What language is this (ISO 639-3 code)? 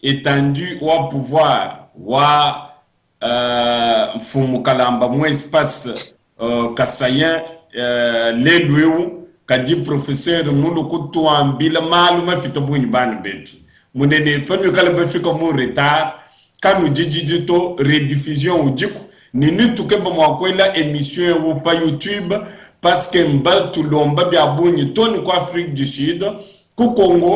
lua